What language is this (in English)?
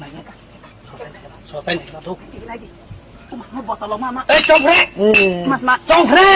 Kok Borok